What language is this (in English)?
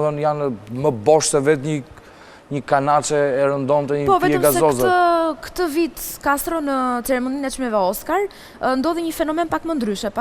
Albanian